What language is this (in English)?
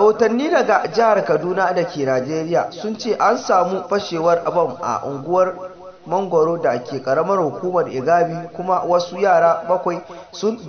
Hausa